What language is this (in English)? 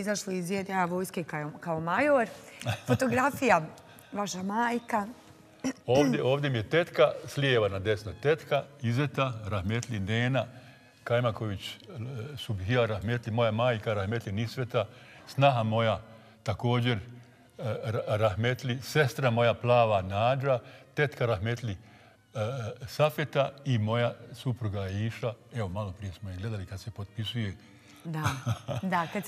Bosnian